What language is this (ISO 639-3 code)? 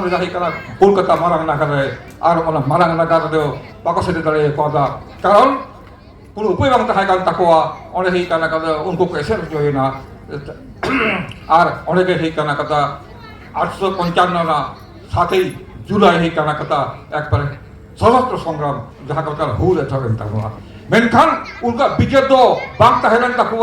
sat